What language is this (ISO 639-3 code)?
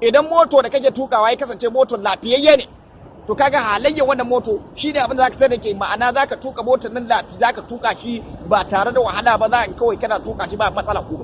hau